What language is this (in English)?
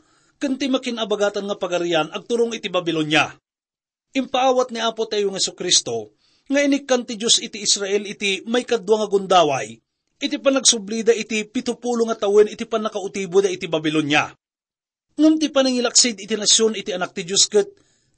Iloko